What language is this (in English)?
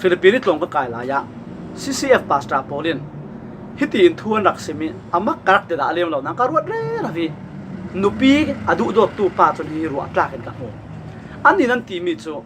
Falam Chin